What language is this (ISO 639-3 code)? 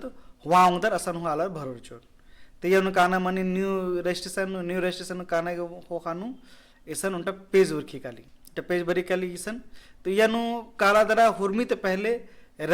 kru